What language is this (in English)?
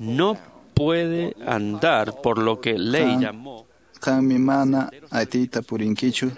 Quechua